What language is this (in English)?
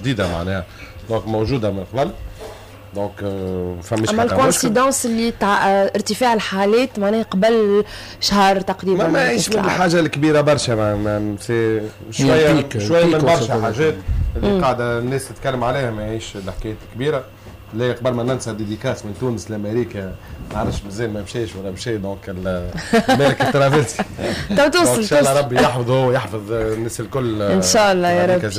Tunisian Arabic